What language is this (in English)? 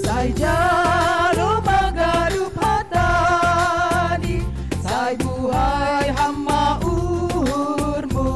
Batak Simalungun